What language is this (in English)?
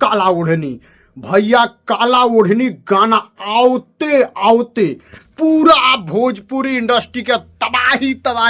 Bhojpuri